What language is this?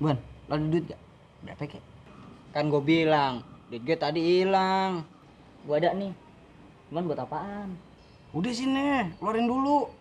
Betawi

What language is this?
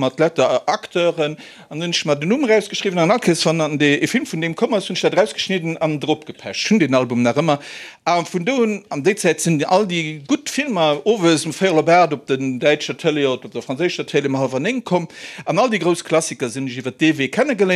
Luxembourgish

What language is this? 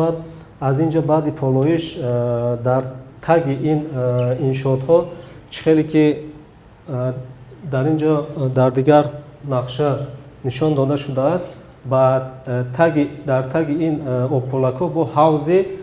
Tajik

